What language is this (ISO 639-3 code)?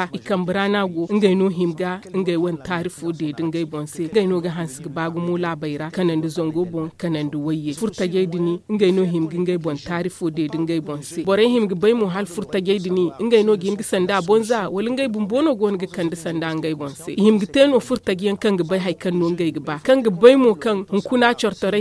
dje